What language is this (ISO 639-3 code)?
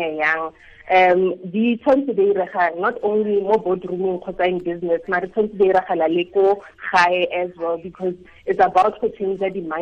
tsn